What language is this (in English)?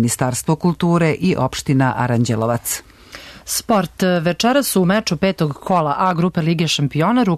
Serbian